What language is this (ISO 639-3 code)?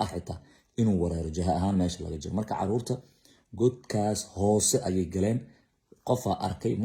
som